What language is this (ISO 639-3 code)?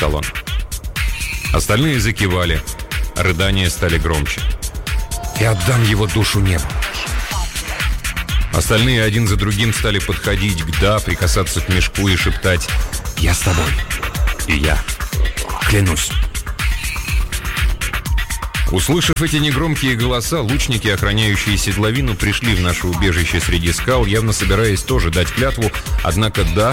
rus